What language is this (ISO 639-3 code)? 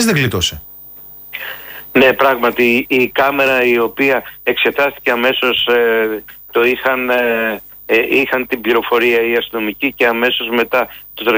ell